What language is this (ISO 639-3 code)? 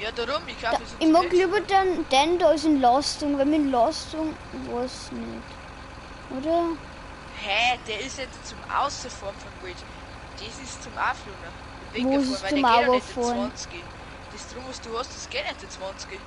bar